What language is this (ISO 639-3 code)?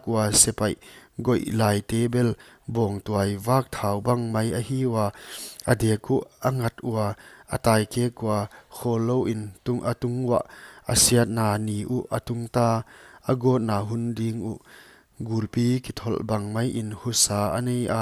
pck